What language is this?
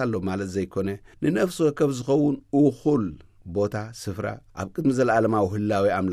Tigrinya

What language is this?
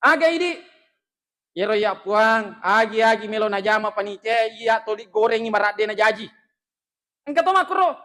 Buginese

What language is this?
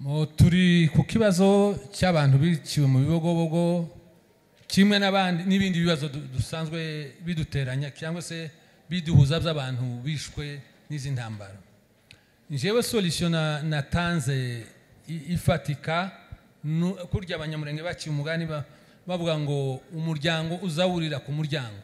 Kinyarwanda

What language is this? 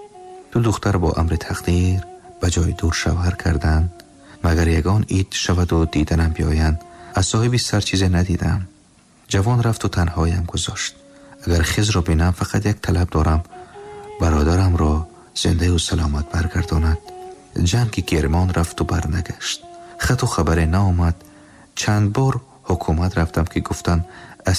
Tajik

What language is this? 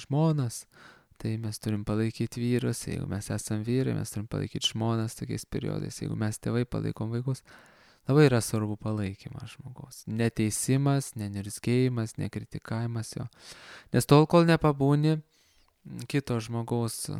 Lithuanian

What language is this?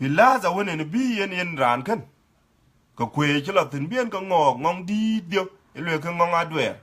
Dinka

